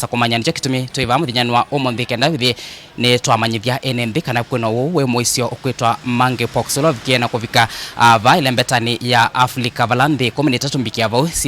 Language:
Kamba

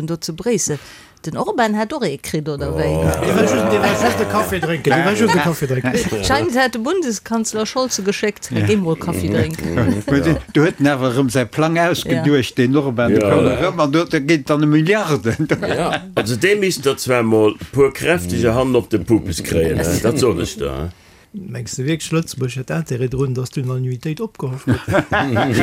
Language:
Luxembourgish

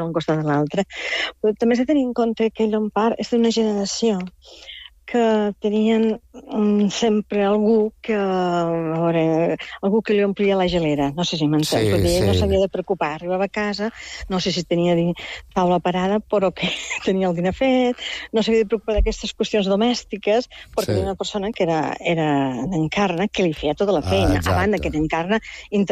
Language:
Catalan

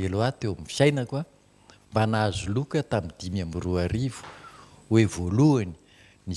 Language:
Malagasy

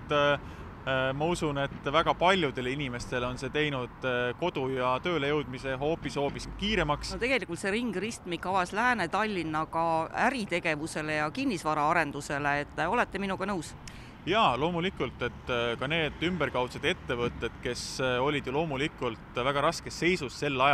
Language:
Estonian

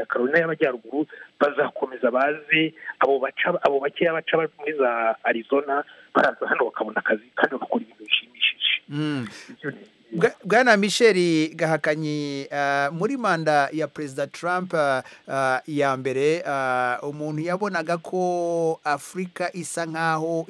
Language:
Kinyarwanda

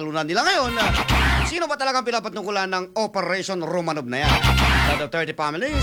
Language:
Filipino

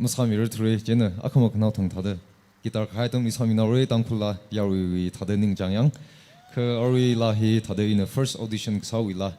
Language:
Tangkhul Naga (India)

